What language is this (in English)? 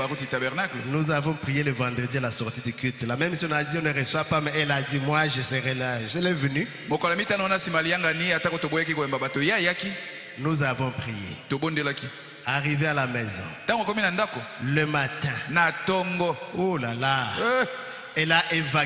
French